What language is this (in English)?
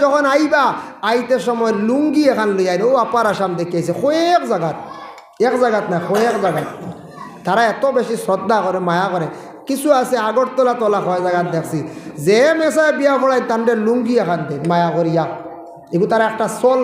Sylheti